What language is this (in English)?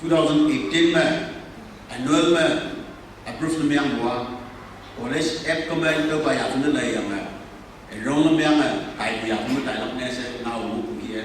Konyak Naga